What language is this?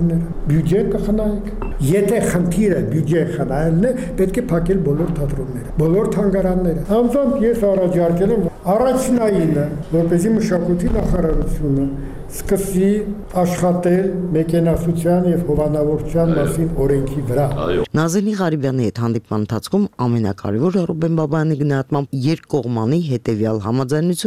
Armenian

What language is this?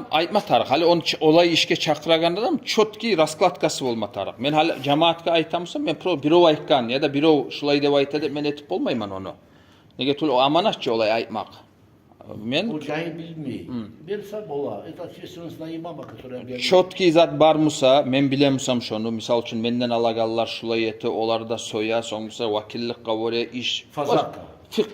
Kumyk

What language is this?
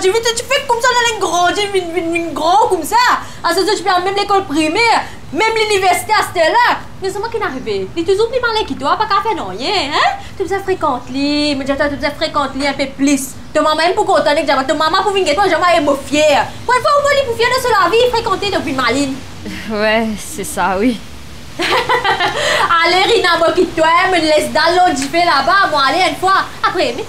Morisyen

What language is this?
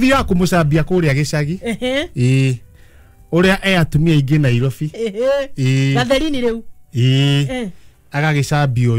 Kikuyu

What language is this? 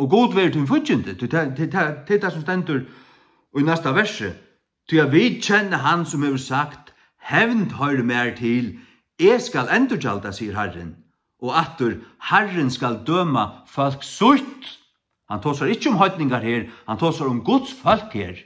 Faroese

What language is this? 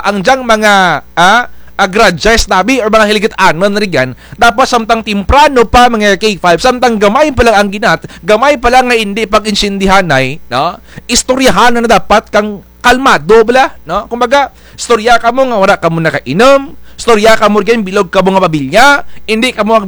Kinaray-a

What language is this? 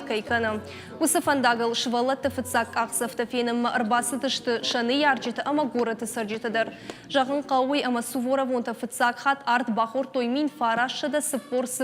Ossetic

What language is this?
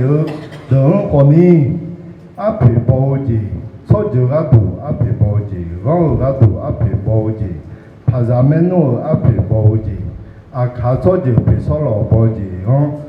Akha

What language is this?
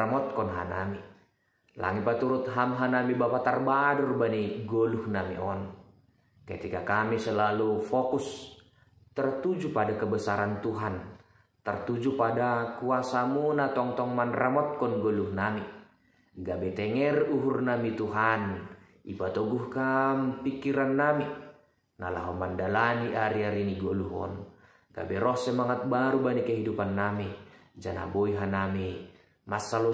Batak Simalungun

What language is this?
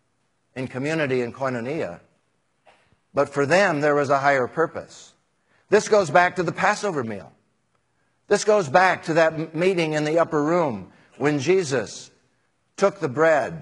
English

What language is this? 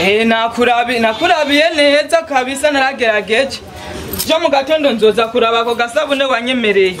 Rundi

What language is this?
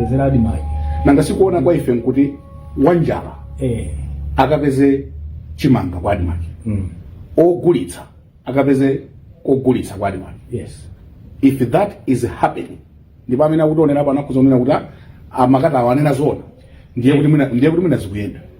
Nyanja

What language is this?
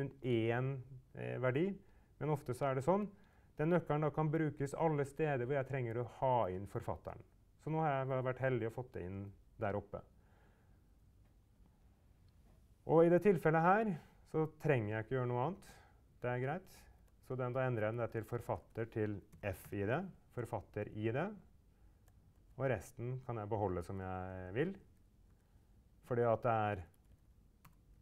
Norwegian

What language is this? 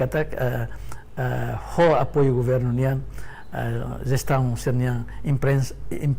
Tetum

